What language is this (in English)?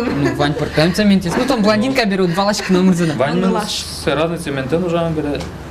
Udmurt